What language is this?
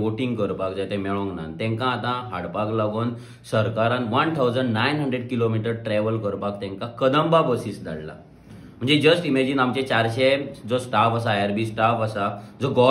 Konkani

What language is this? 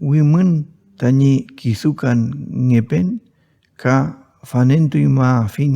Mapuche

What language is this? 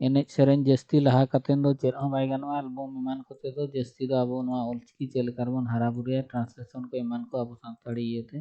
Santali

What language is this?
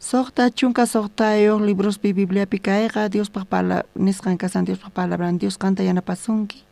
South Bolivian Quechua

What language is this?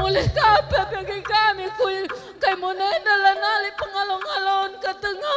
Batak Karo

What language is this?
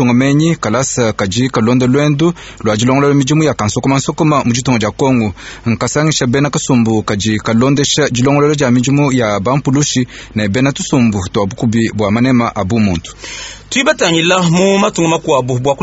Luba-Lulua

